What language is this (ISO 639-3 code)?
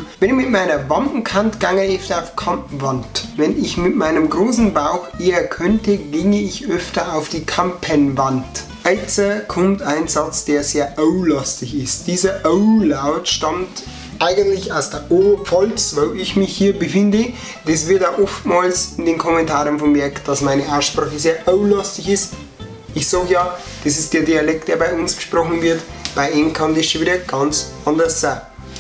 bar